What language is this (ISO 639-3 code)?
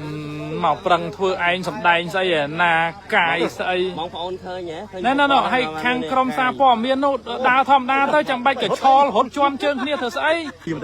khm